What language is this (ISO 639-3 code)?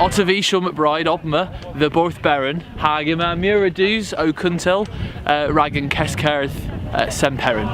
cor